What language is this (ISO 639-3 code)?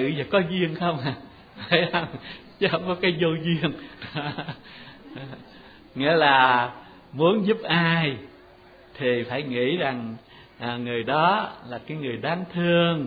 vie